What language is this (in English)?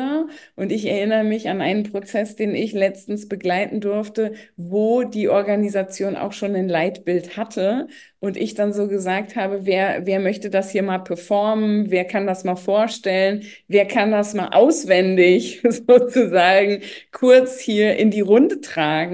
German